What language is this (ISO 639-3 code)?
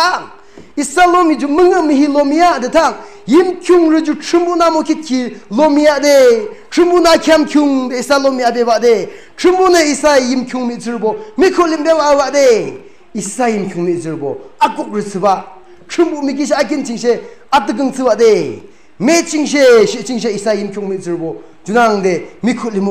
yim